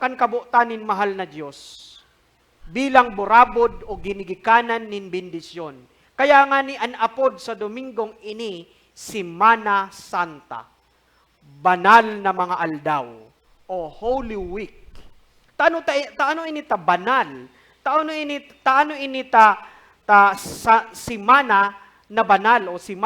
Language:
Bikol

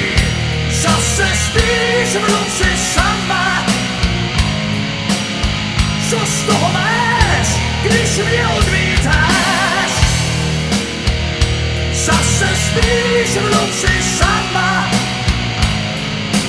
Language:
Czech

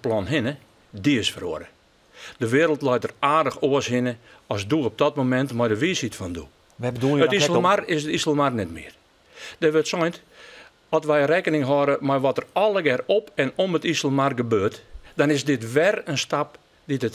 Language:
Western Frisian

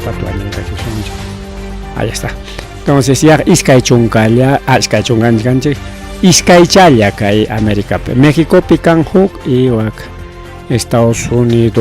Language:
Ayacucho Quechua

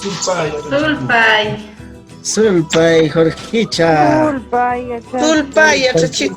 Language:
Huaylla Wanca Quechua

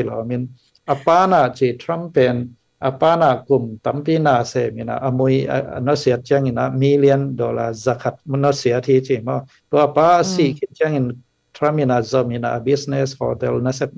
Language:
Tedim Chin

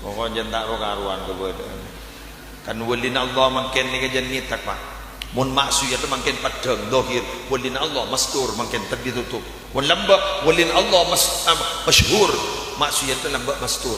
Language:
Madurese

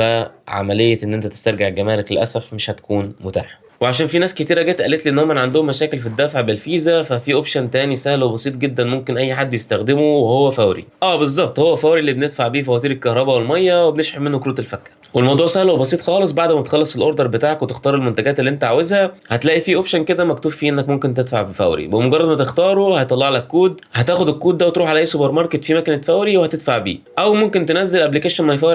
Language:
Egyptian Arabic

